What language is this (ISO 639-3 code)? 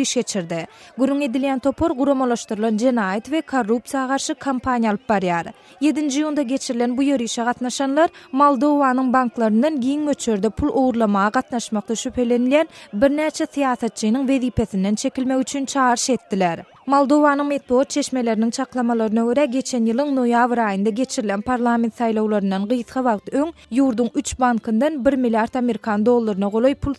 tuk